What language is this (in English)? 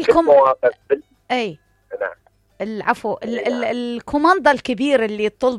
Mesopotamian Arabic